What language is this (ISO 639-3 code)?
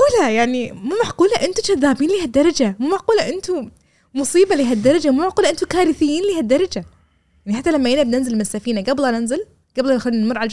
afb